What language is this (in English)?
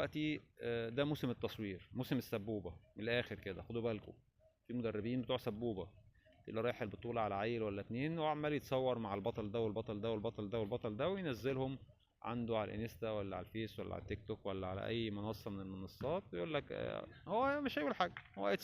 Egyptian Arabic